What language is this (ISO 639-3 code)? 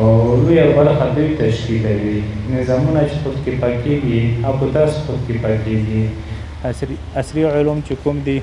pus